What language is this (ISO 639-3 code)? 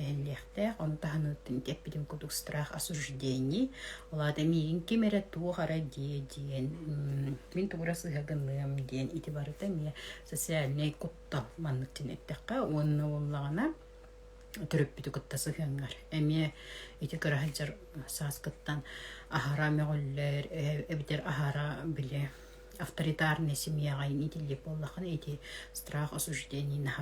sah